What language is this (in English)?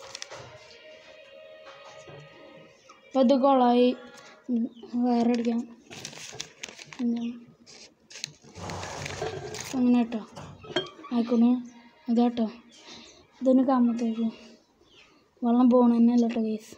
Malayalam